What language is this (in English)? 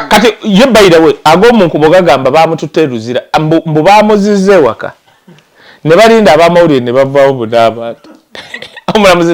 Ganda